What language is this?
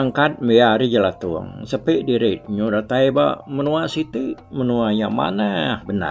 Iban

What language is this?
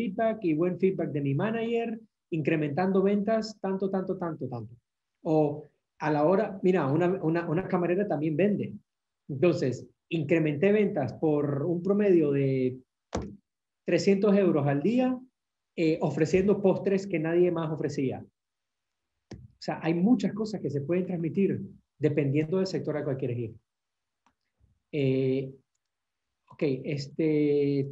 Spanish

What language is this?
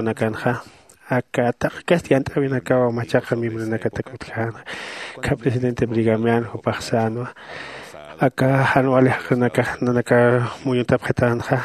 Aymara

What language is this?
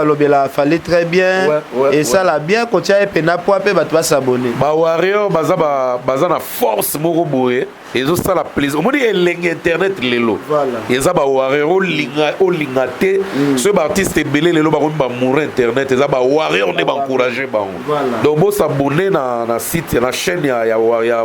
Lingala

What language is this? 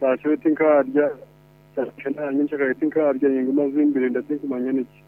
Nyankole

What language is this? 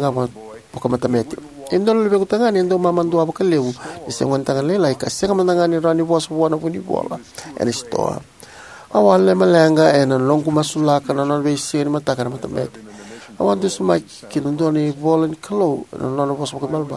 Fijian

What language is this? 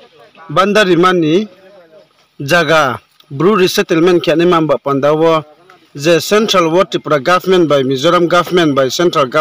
Riang (India)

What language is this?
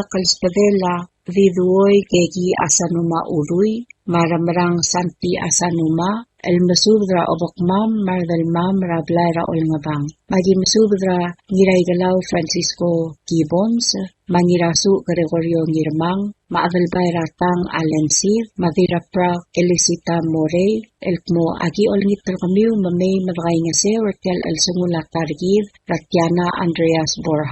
Palauan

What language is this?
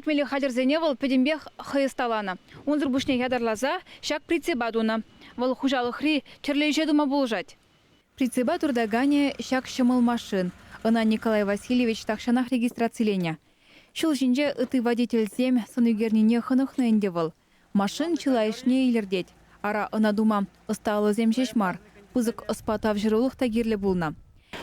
Chuvash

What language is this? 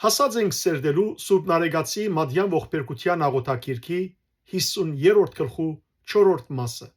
Western Armenian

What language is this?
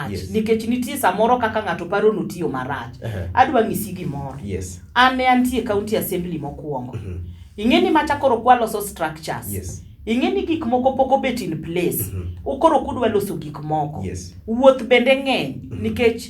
Luo (Kenya and Tanzania)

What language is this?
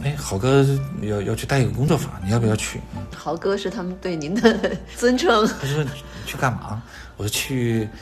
Chinese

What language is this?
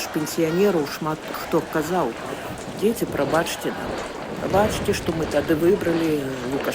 Belarusian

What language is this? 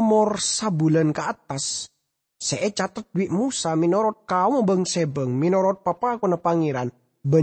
Madurese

